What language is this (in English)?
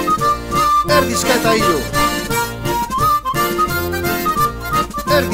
Basque